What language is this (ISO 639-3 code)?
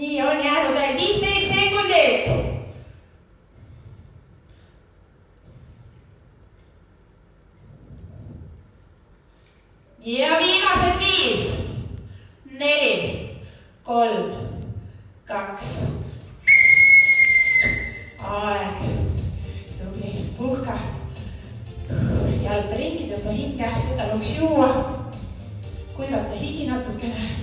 est